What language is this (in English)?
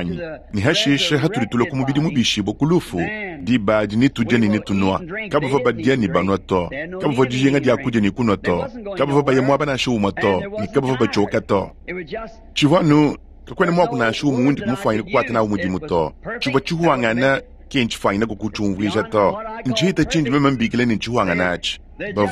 Luba-Lulua